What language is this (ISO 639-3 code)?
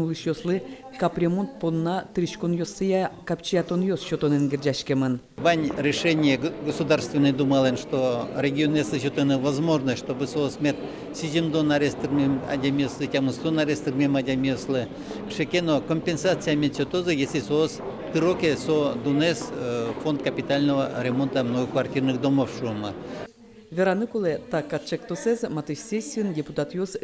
udm